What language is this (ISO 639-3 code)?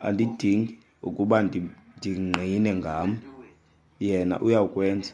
xho